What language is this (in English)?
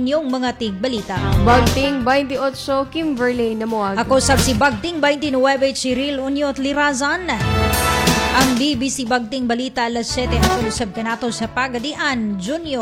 Cebuano